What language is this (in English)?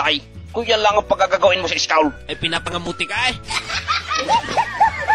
Filipino